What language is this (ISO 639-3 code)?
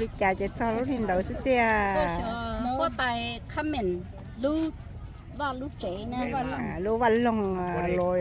hmn